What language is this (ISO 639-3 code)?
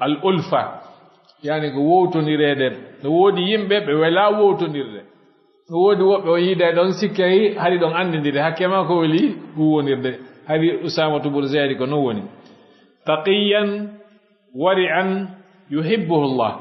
ful